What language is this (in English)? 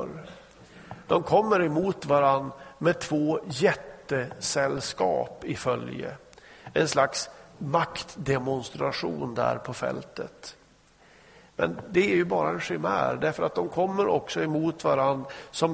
Swedish